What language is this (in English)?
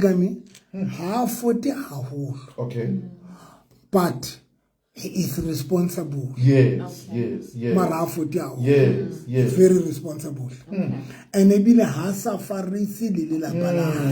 Southern Sotho